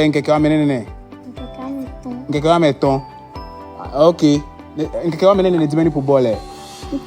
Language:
Ewe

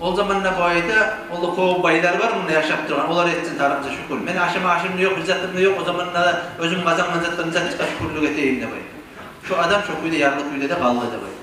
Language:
Kumyk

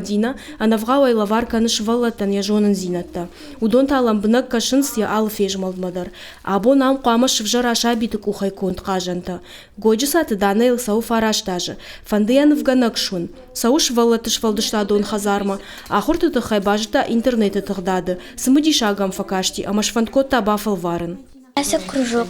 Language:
Ossetic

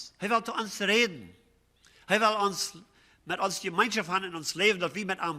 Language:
Plautdietsch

